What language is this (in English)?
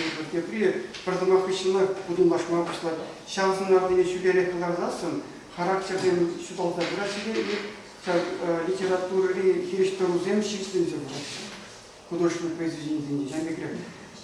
Chuvash